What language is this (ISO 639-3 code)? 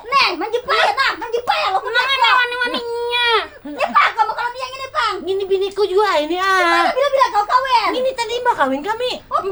bjn